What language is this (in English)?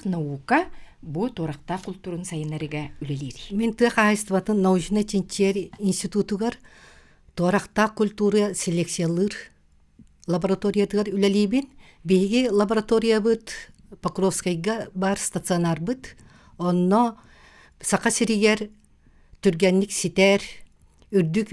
Yakut